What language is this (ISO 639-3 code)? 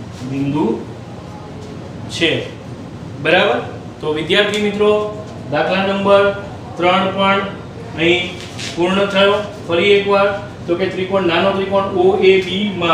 guj